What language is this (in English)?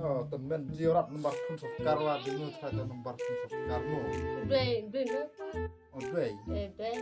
Khasi